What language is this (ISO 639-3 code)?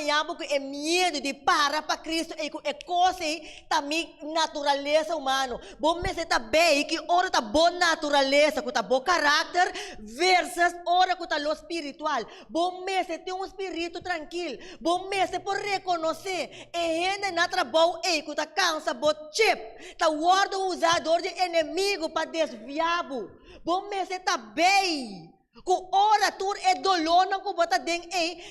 pap